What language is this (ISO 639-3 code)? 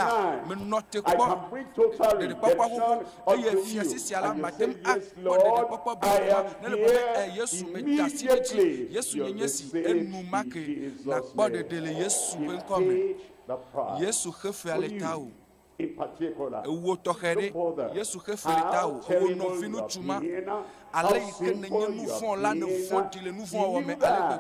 ewe